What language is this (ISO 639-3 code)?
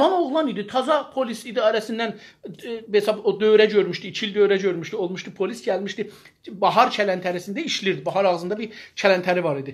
azb